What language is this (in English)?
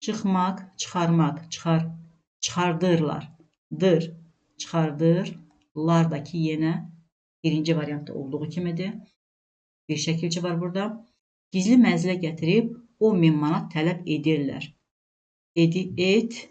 Azerbaijani